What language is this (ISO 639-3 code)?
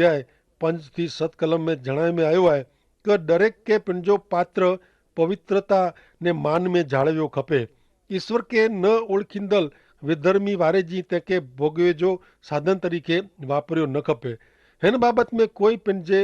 kfr